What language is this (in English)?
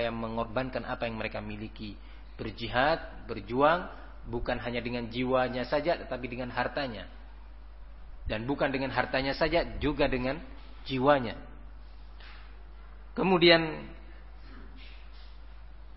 Indonesian